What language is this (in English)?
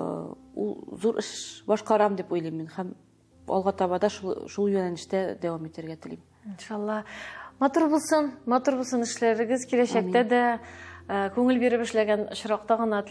Tatar